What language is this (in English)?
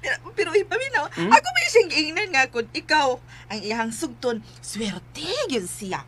Cebuano